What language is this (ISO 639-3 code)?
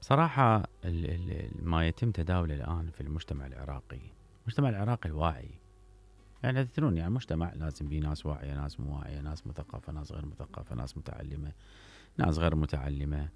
acm